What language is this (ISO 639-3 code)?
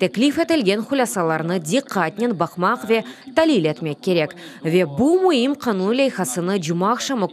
crh